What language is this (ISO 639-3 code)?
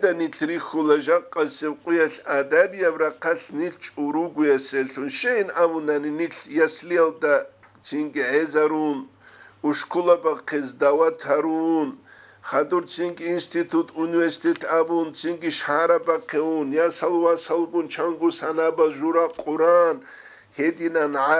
ava